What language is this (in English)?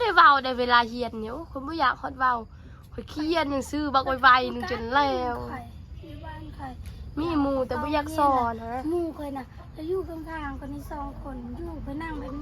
Northeastern Thai